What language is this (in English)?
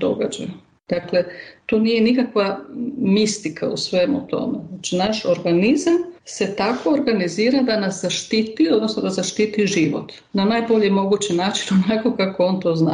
Croatian